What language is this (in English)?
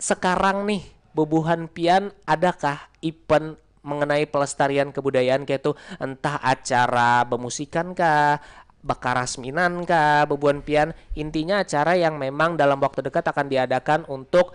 Banjar